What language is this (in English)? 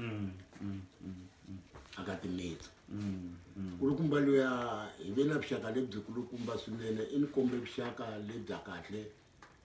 Tsonga